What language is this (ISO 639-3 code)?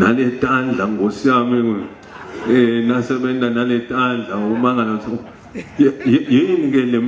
ssw